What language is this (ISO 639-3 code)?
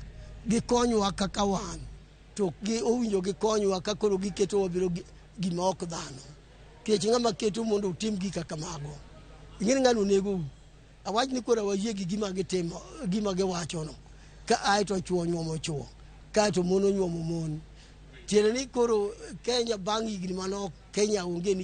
luo